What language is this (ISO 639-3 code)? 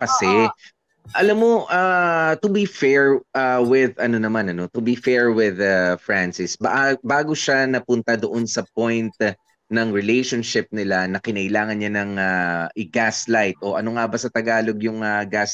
fil